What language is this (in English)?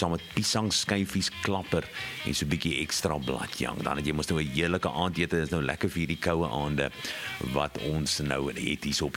Afrikaans